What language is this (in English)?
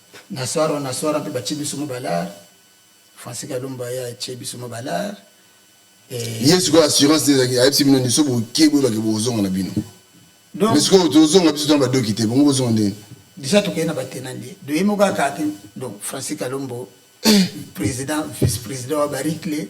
Lingala